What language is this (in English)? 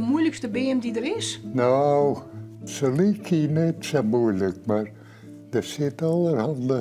Western Frisian